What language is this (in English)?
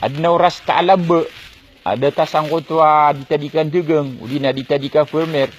Maranao